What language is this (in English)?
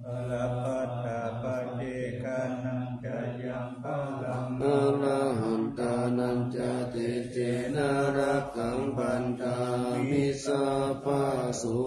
Pali